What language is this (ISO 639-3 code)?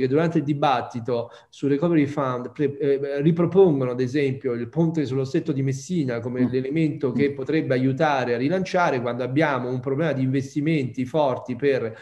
ita